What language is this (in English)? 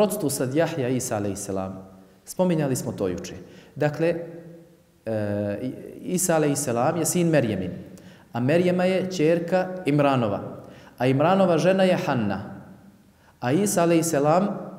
Bosnian